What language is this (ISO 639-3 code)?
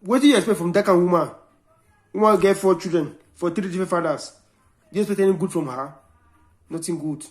pcm